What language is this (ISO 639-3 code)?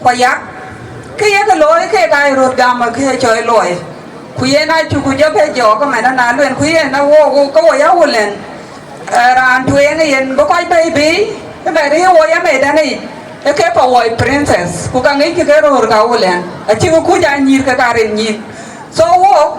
din